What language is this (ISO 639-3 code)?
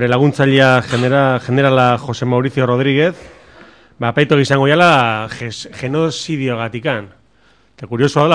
eus